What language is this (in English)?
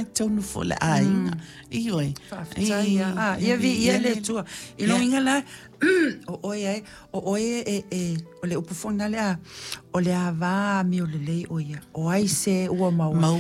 Samoan